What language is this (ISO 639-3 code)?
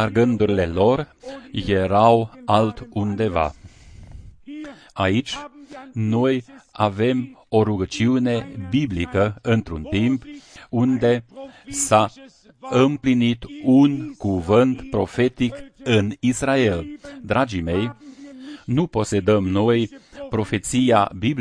ron